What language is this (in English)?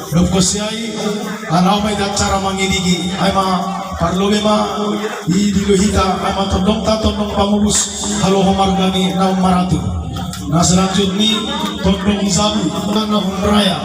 Batak Simalungun